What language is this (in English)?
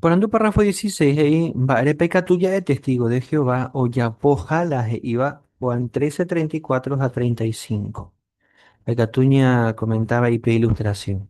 Guarani